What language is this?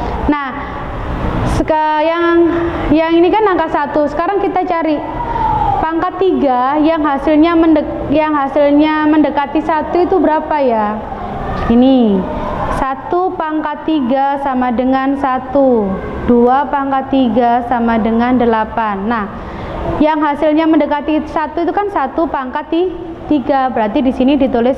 Indonesian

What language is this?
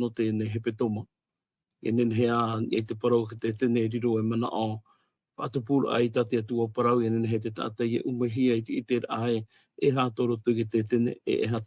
Tahitian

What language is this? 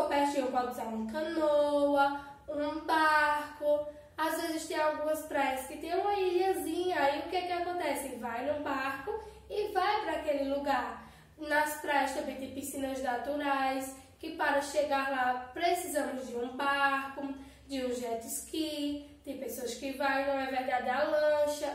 Portuguese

